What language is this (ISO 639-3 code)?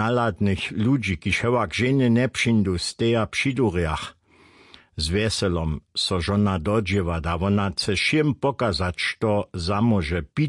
hsb